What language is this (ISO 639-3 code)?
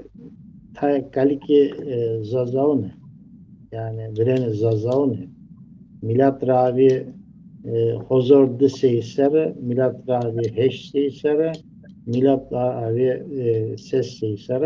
zza